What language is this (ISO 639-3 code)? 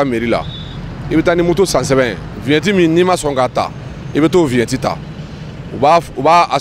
bam